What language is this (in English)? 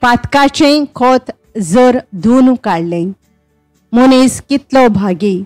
Konkani